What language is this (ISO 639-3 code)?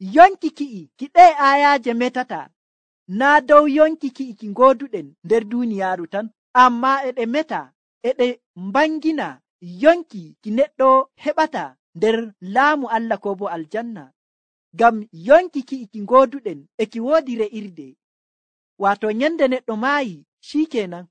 fuv